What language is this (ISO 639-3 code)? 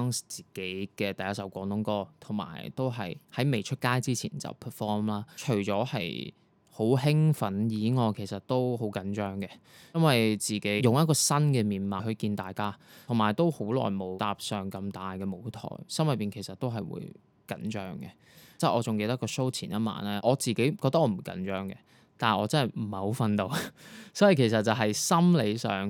yue